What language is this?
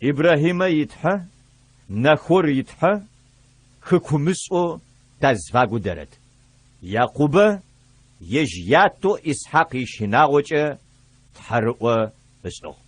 Adyghe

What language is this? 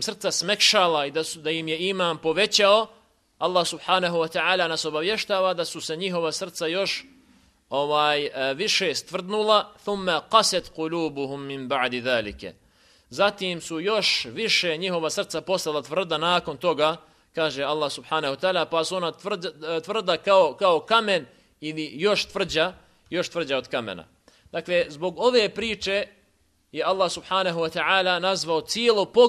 Bosnian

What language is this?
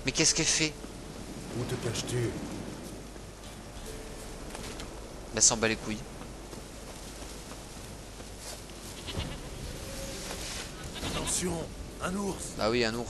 French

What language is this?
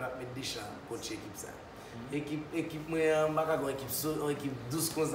Haitian Creole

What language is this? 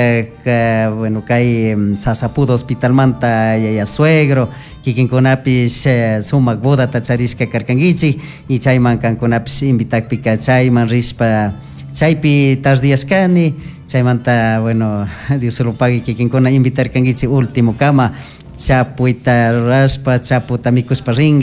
Chimborazo Highland Quichua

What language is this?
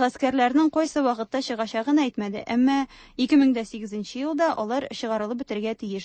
Tatar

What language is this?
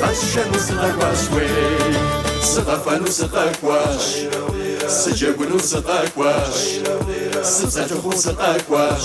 Kabardian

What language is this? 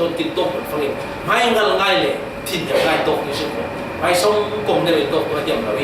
Falam Chin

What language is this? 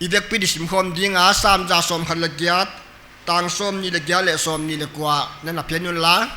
Paite Chin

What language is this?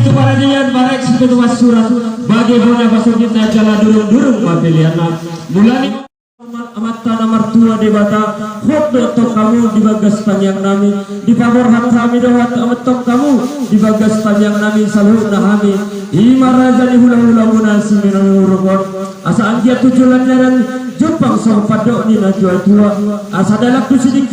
Batak Toba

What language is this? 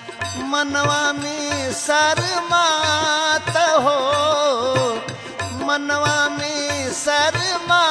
Bhojpuri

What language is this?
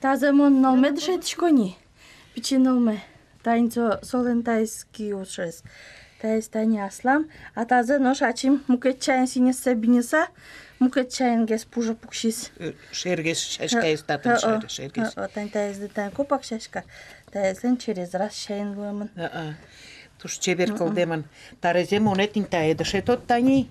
Udmurt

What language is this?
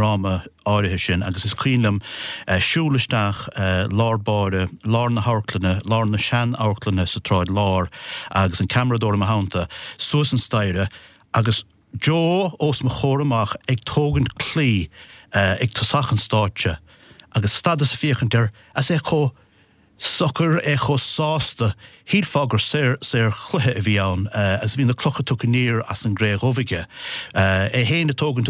Irish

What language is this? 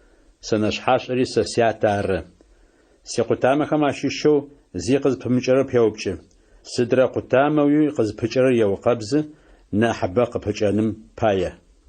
Adyghe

